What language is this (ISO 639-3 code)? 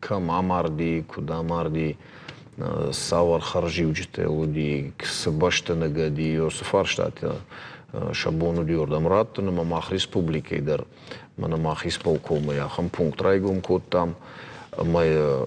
oss